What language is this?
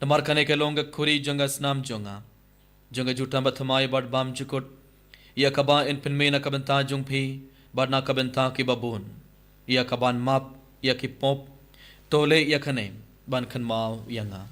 Khasi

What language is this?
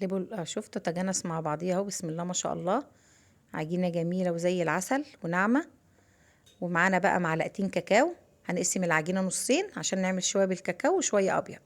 Egyptian Arabic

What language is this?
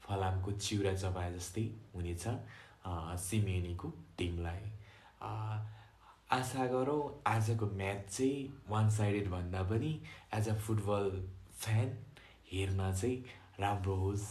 Nepali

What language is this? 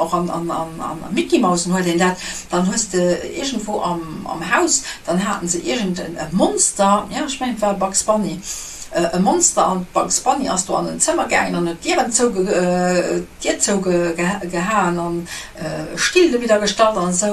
Luxembourgish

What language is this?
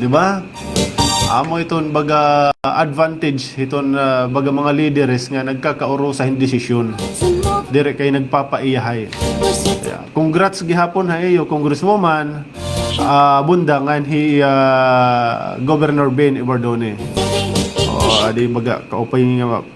Waray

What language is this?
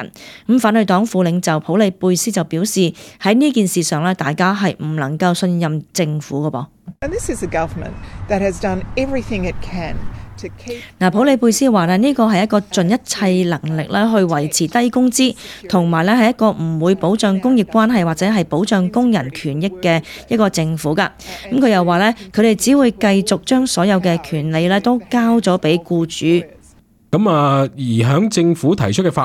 Cantonese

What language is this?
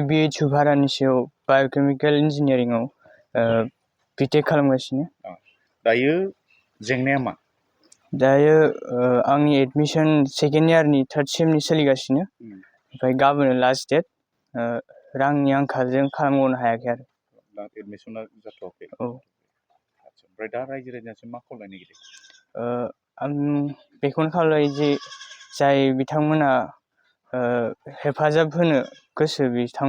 Bodo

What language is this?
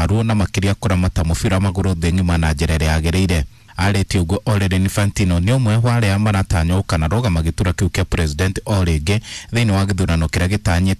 Kikuyu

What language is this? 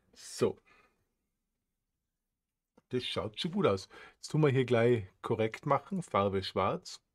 German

